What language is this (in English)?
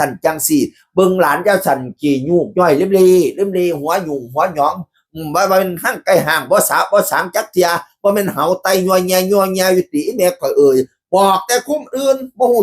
Northeastern Thai